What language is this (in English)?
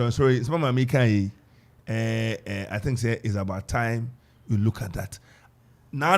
Akan